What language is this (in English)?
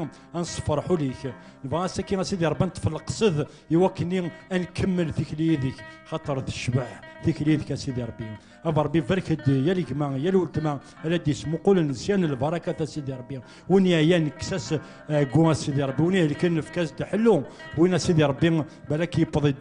Kabyle